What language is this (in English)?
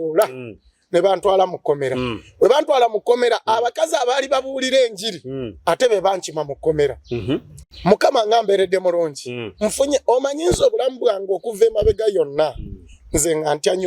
Ganda